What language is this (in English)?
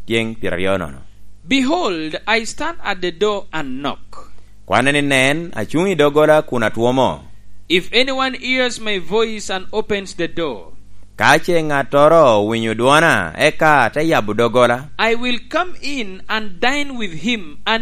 Lango (Uganda)